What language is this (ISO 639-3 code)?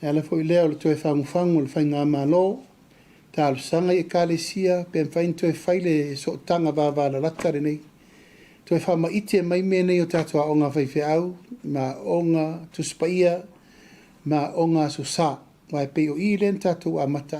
smo